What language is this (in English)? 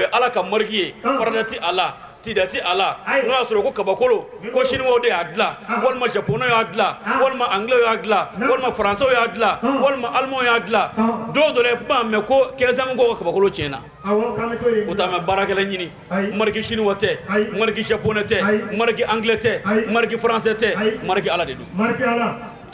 Bambara